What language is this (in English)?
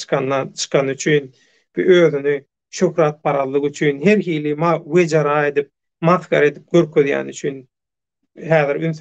Turkmen